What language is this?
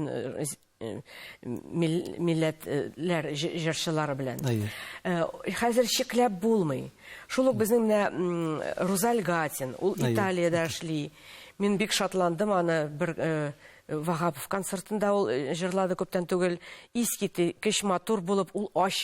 Tatar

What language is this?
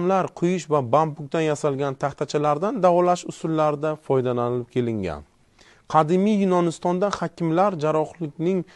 Uzbek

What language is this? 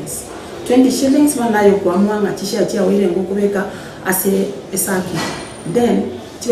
Gusii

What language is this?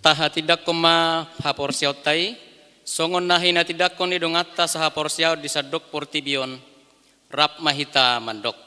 Batak Toba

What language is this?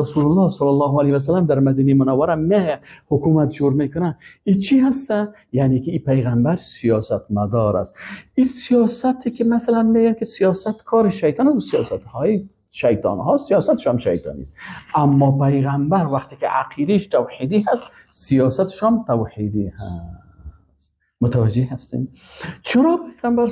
Persian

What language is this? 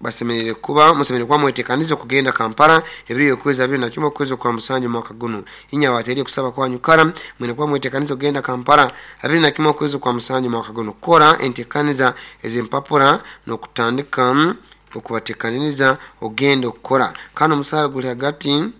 Nyoro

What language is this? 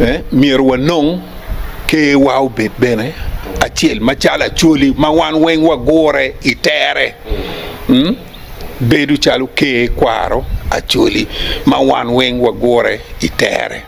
Acoli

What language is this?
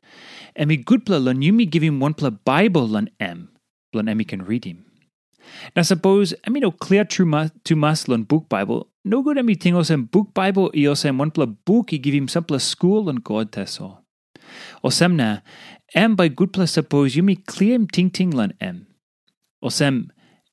Tok Pisin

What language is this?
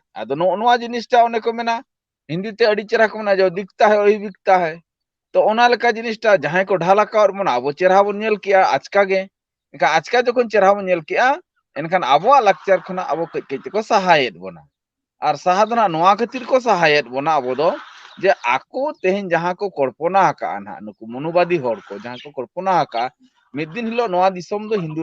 Santali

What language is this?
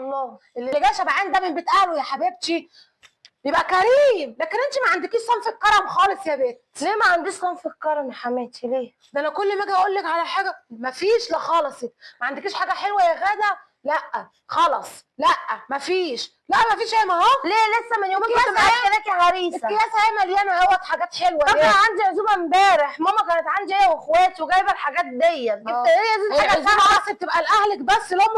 Egyptian Arabic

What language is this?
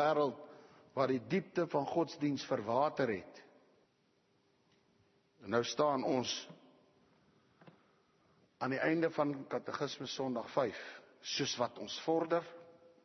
Afrikaans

